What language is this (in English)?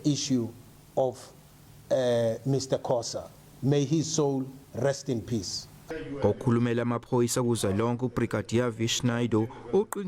Zulu